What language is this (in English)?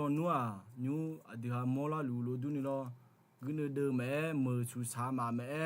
Akha